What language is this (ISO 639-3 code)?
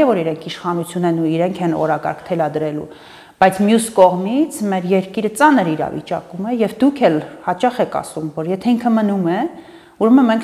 hye